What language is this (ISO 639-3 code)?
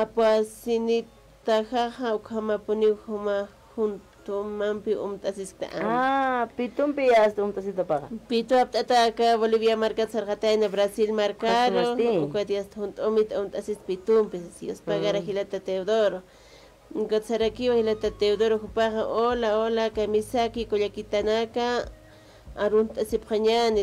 aym